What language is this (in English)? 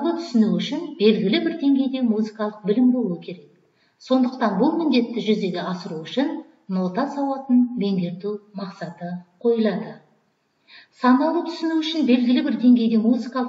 Kazakh